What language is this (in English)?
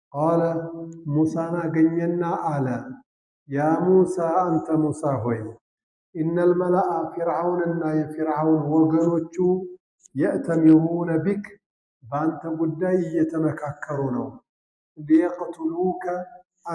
Amharic